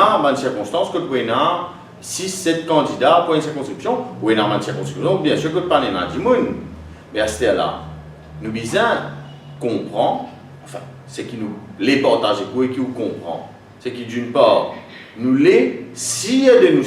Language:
Morisyen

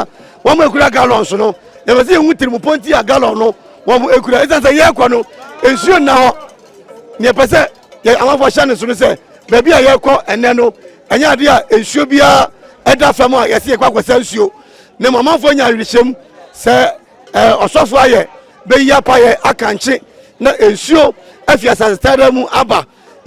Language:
Akan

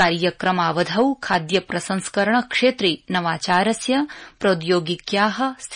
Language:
Sanskrit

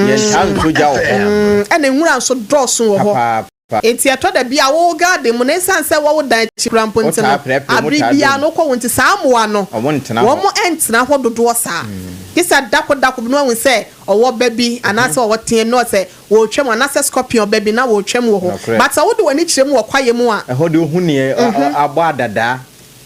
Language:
Akan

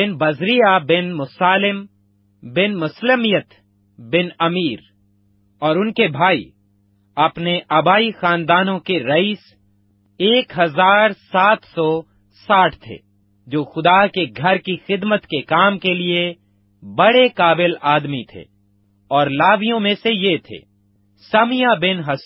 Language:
Urdu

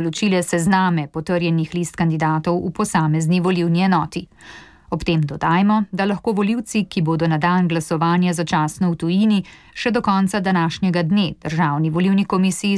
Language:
Slovenian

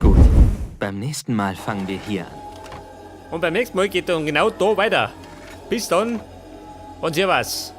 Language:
Bavarian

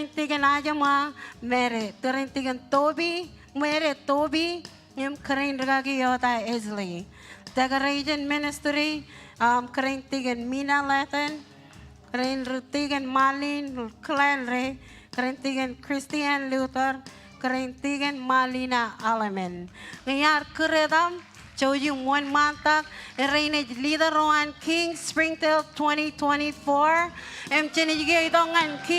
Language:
Marshallese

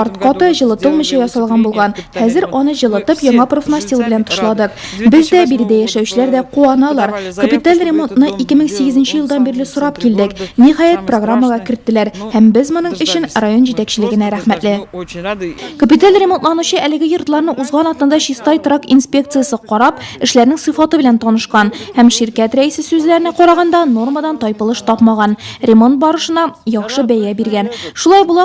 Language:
Tatar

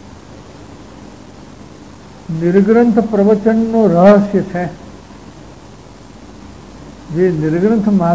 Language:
Gujarati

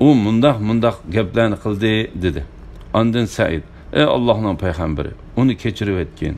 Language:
Uyghur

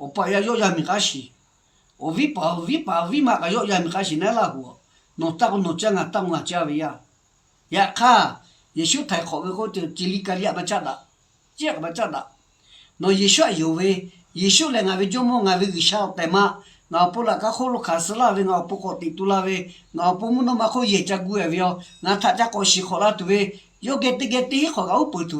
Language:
Lahu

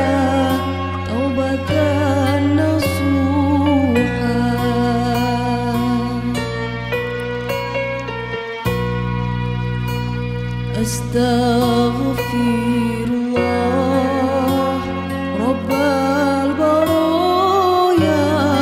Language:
Arabic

